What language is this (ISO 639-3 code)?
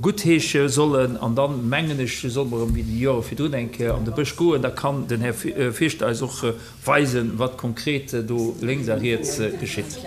ltz